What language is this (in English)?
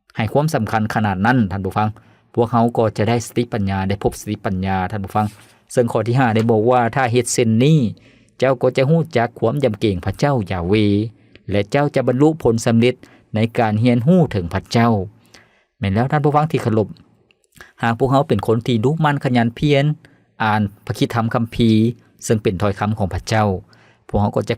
Lao